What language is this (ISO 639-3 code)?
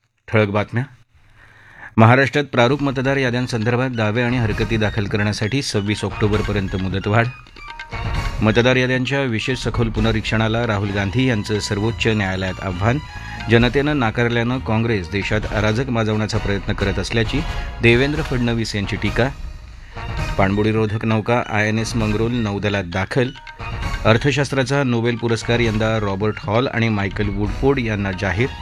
mar